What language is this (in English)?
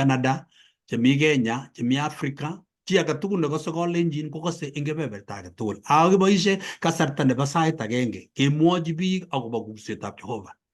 Kalenjin